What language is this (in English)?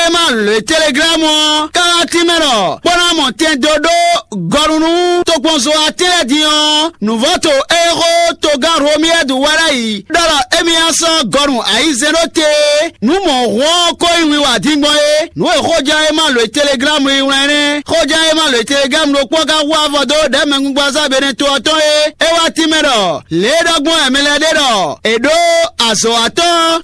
Fon